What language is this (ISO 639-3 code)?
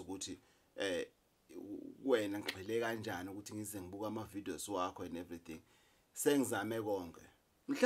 zul